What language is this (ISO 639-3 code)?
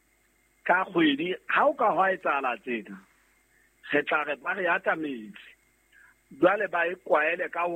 sot